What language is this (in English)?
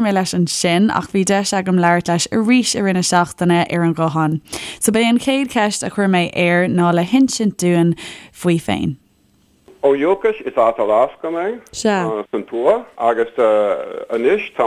Irish